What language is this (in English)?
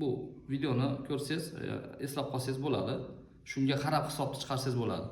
Uzbek